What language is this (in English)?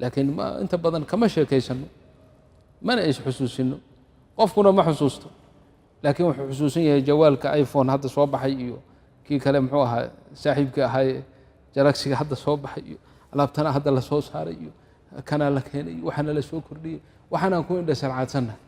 Somali